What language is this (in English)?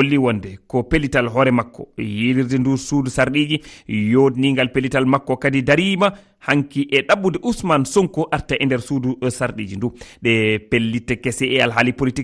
Fula